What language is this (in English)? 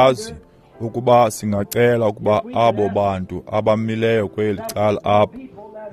Xhosa